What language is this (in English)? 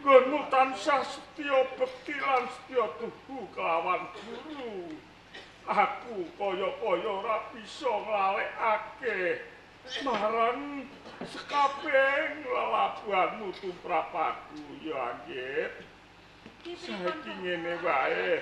Javanese